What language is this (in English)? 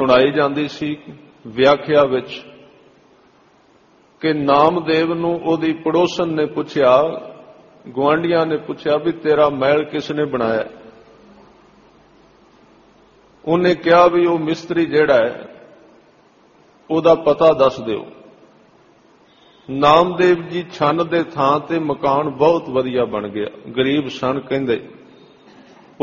Punjabi